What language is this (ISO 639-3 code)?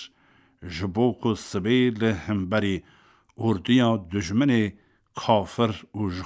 kur